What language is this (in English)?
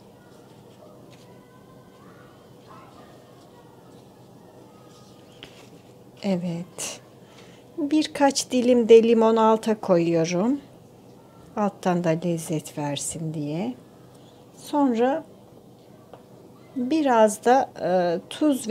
Turkish